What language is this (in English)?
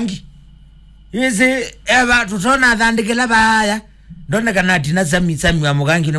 Kamba